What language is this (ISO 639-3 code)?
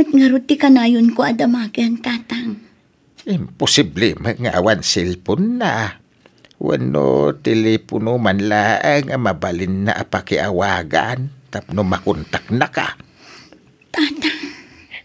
ilo